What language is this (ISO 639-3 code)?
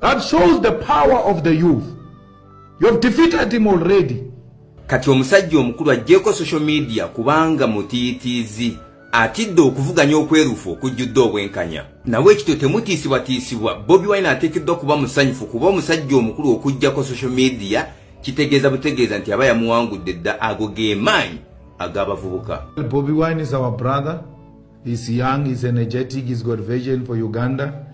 lug